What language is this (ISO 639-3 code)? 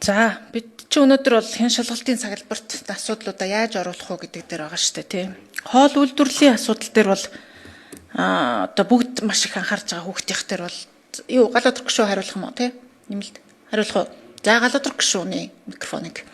mon